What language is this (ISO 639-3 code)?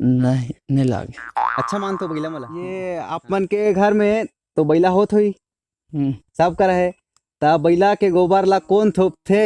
hne